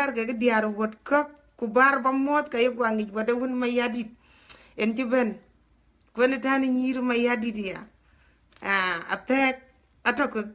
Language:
Dinka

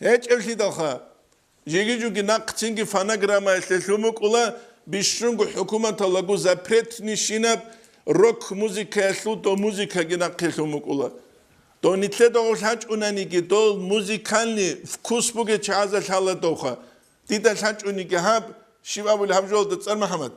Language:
Avaric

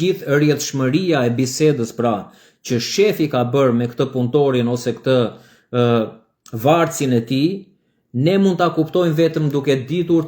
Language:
Albanian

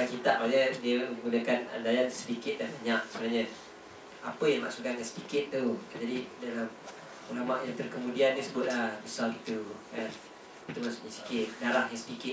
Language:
Malay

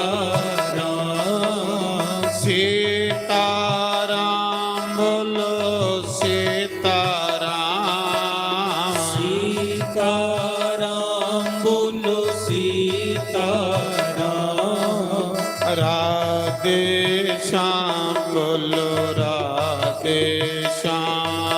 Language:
Dogri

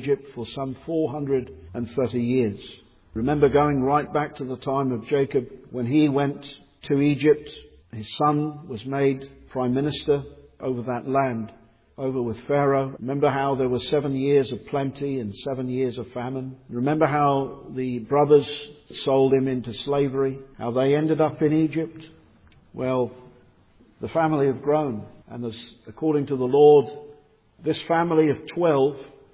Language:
English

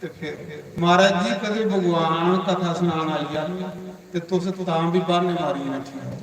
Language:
Dogri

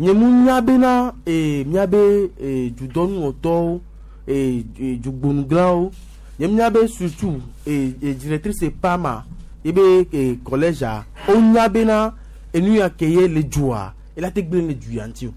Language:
Gen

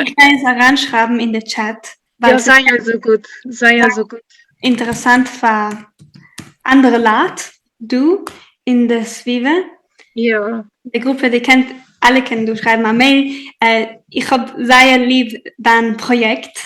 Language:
Yiddish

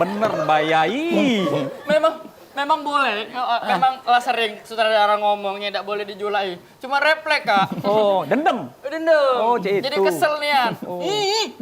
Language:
Musi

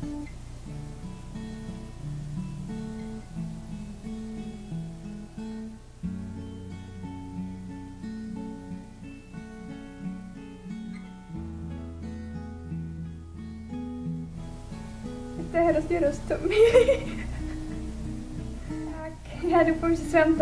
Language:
Czech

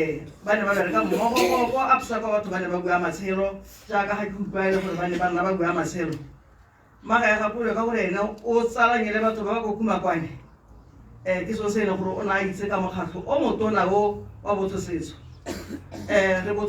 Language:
Tswana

